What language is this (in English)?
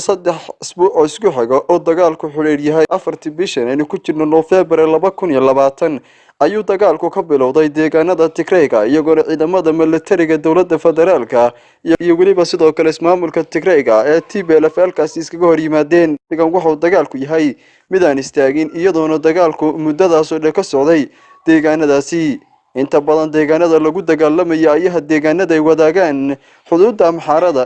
Somali